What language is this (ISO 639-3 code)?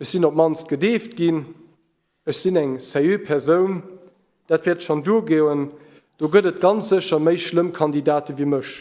ltz